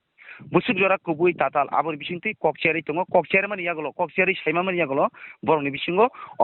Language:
Kok Borok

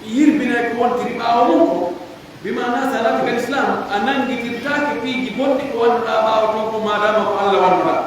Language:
Pular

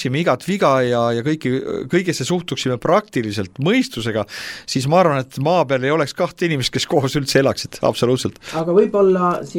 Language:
Estonian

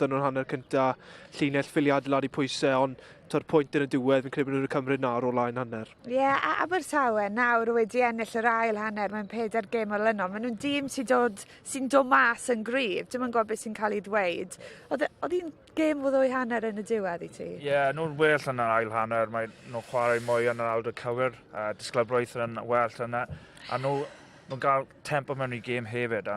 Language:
Welsh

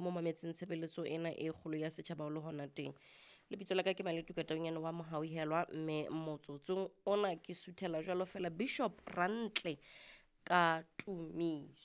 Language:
Southern Sotho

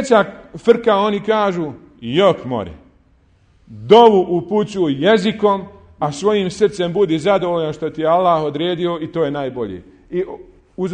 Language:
Bosnian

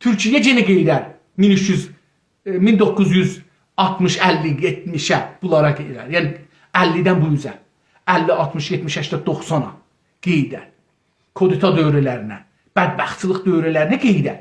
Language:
South Azerbaijani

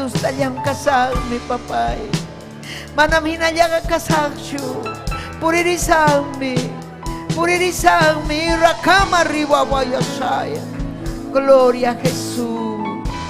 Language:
Ayacucho Quechua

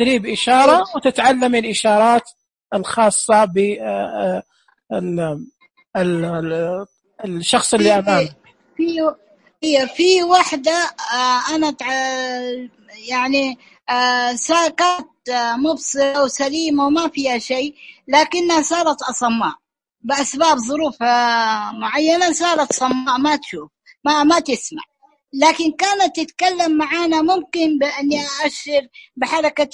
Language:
Najdi Arabic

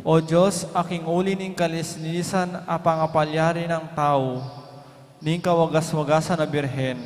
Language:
Pampanga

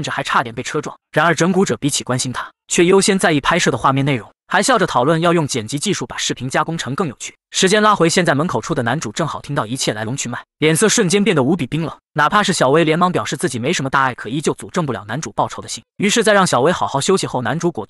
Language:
Chinese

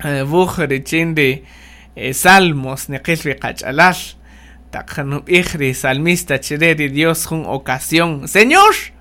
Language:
Kaqchikel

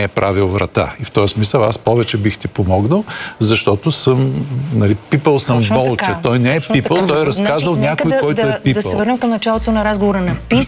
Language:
Bulgarian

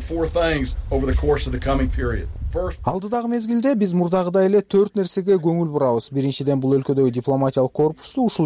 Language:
Kyrgyz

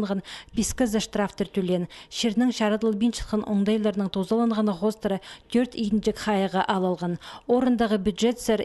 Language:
Khakas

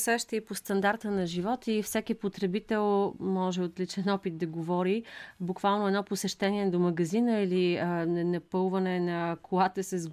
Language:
Bulgarian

